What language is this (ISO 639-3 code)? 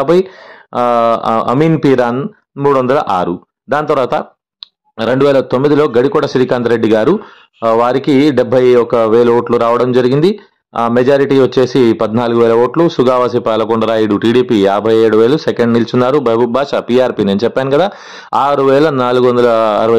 tel